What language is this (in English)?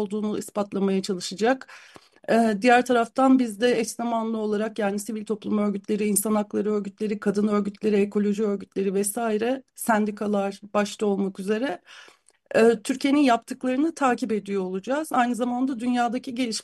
Turkish